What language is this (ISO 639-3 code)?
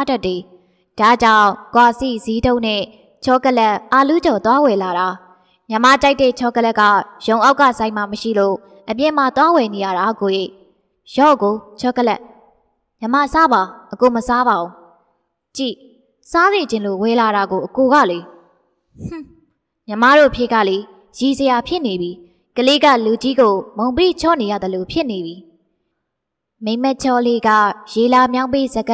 mya